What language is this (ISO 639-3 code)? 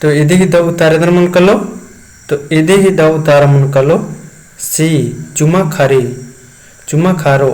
kru